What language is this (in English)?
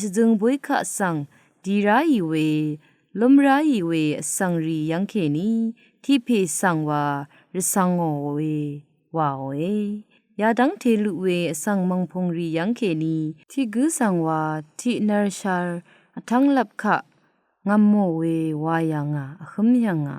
Rawang